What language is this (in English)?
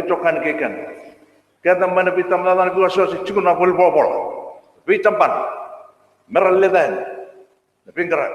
Fijian